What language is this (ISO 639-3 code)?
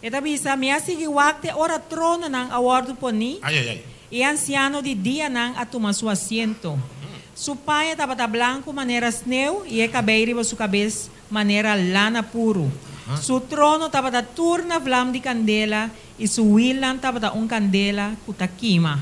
pap